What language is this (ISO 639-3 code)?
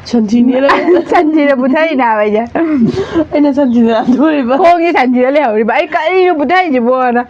mni